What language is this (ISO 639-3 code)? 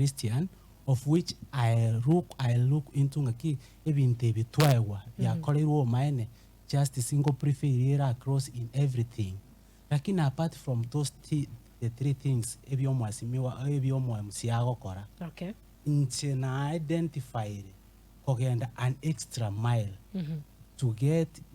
guz